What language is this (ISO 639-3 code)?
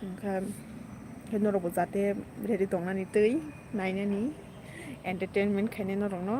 trp